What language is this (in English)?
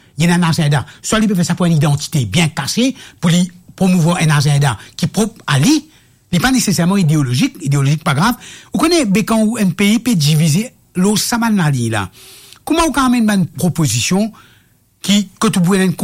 Morisyen